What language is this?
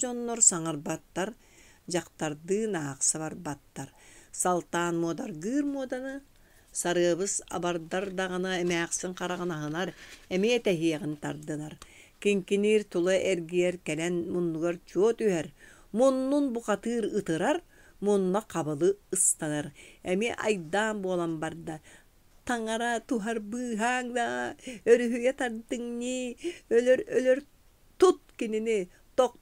Yakut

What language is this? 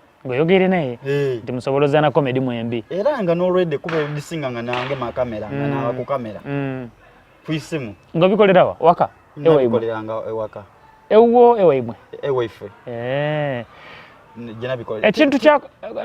Soga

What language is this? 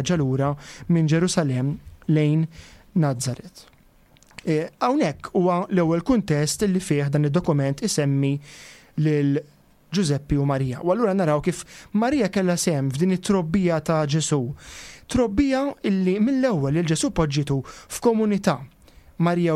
Maltese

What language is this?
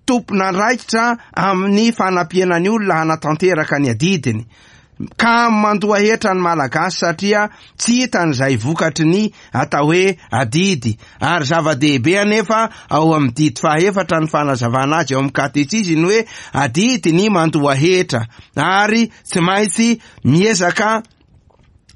Malagasy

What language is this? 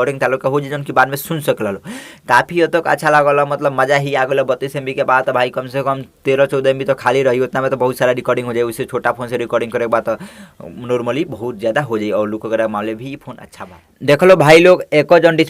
Bhojpuri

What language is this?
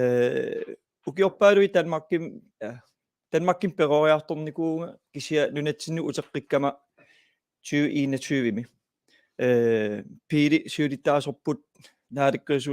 Kalaallisut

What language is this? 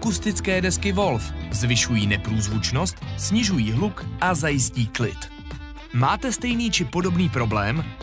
Czech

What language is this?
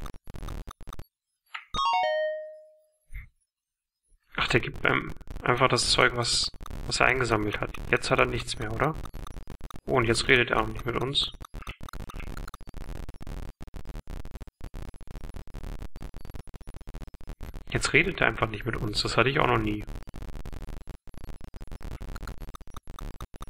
German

